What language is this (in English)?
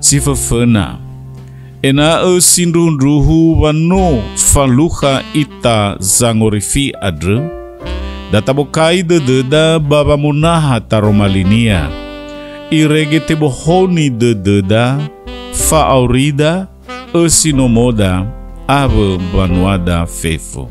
Nias